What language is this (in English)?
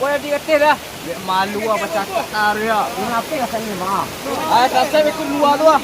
Minangkabau